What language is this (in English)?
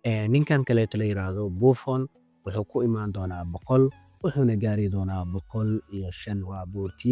Somali